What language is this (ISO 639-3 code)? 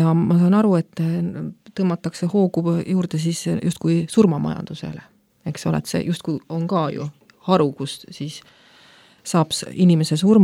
est